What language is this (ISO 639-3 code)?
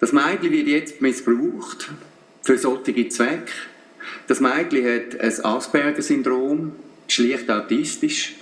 gsw